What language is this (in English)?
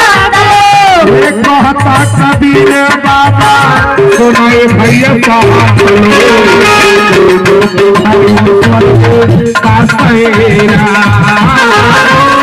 Bhojpuri